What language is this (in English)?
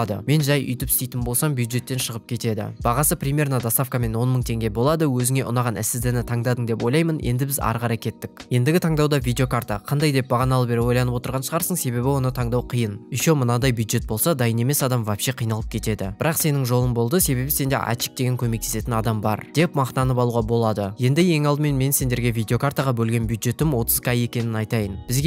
Kazakh